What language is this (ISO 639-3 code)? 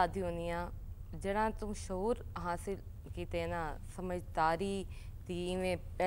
skr